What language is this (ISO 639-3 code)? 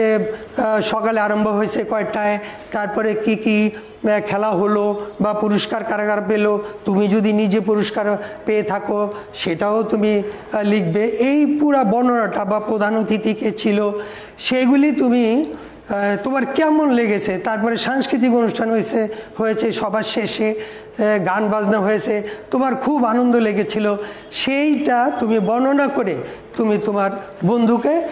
ben